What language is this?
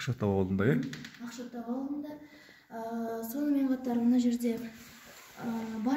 Kazakh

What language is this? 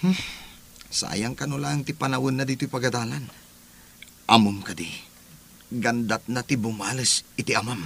Iloko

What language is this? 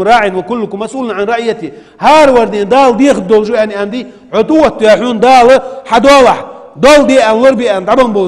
Ingush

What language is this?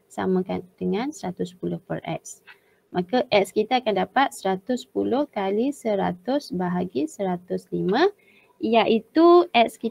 Malay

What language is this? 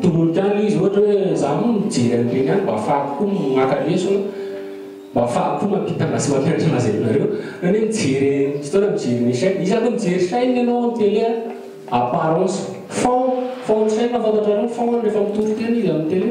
Malagasy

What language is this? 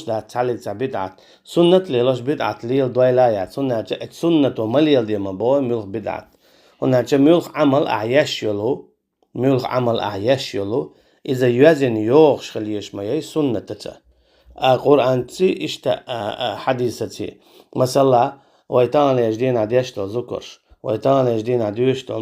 Chechen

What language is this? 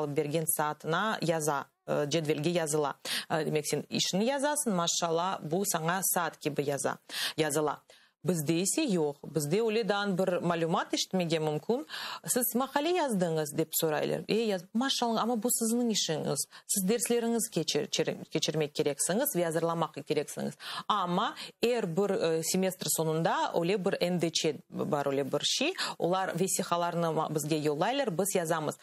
Crimean Tatar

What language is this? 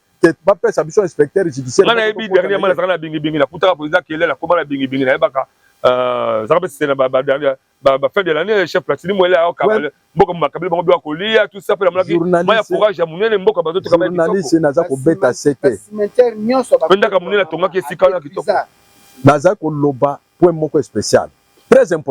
Lingala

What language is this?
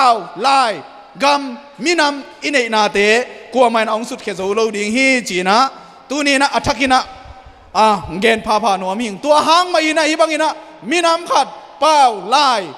Tedim Chin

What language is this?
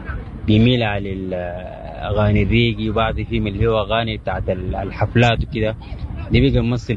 Sudanese Arabic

